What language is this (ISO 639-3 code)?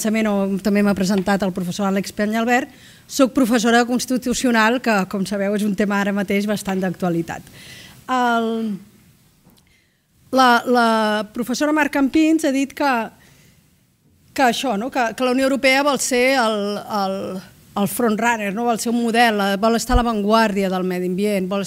cat